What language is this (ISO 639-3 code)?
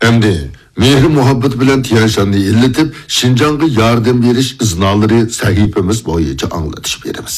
uig